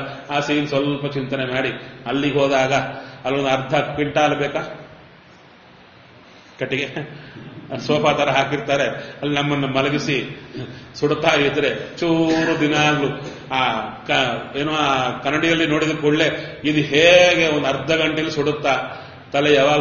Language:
Kannada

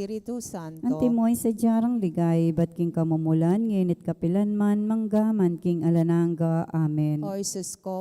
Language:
Pampanga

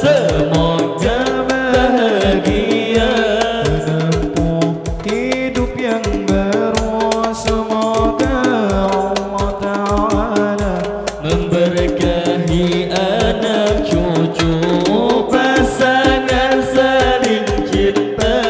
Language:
Banjar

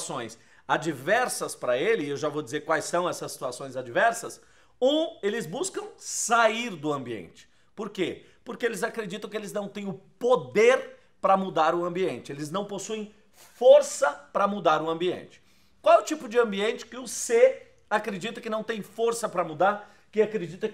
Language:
Portuguese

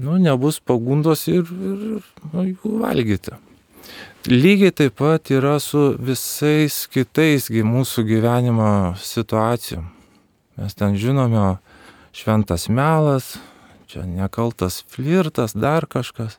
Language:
Lithuanian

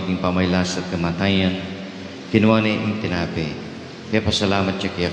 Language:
Pampanga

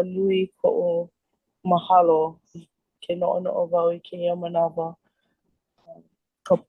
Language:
Hawaiian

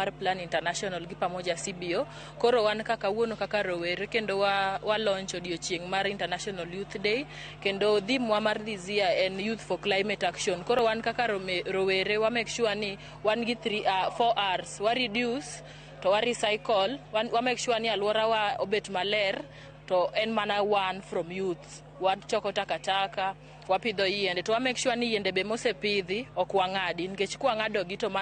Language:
Luo (Kenya and Tanzania)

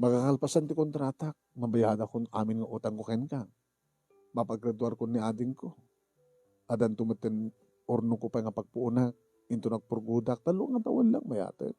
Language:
Iloko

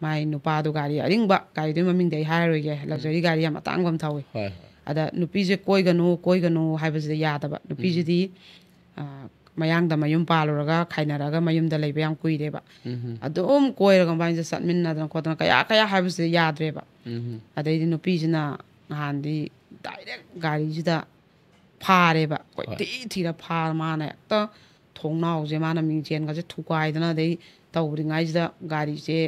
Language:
Manipuri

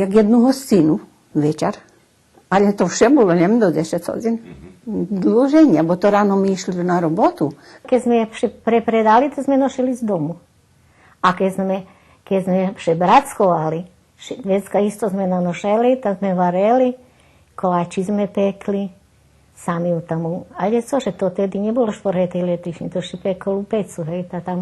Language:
Rusyn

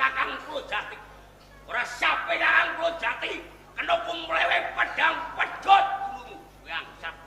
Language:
Javanese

